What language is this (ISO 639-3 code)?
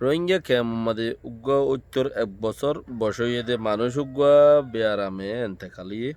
rhg